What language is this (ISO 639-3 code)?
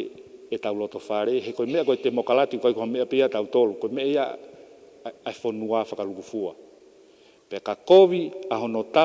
ton